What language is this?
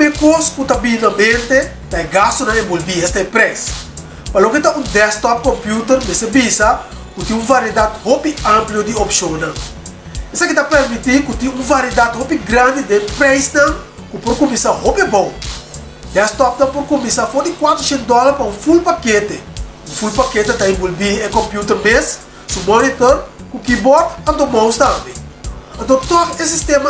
Papiamento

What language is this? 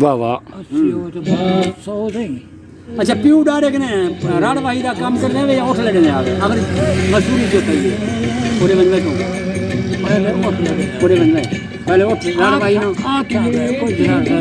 Saraiki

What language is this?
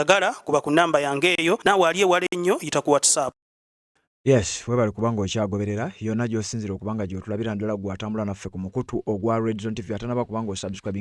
Ganda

